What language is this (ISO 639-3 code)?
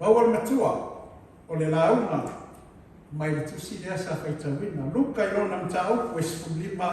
smo